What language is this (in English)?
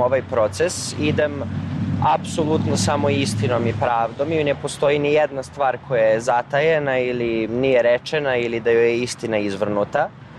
Serbian